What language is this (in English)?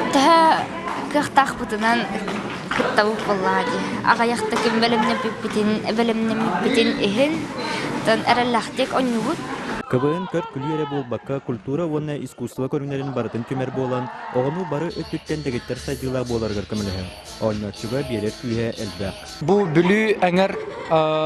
Yakut